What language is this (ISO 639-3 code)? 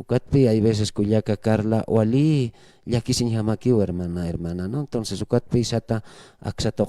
aym